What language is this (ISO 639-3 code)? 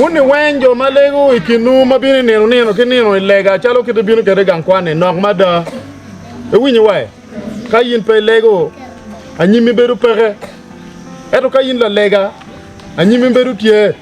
ach